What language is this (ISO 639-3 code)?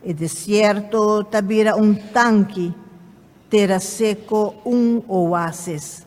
pap